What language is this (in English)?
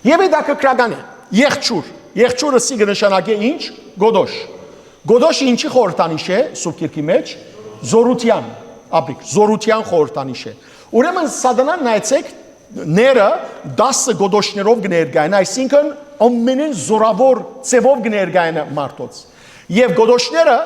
Western Armenian